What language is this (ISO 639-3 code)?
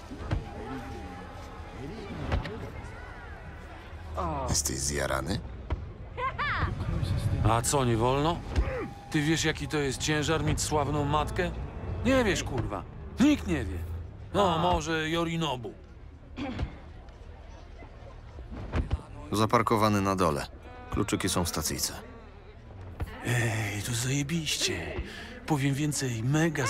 pol